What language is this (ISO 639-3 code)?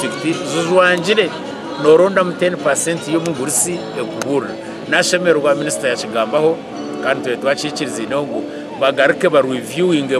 nyn